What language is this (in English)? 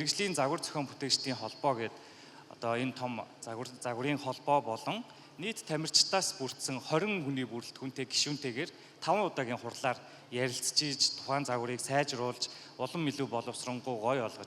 Mongolian